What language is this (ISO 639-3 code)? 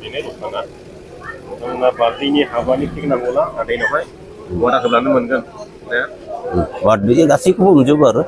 brx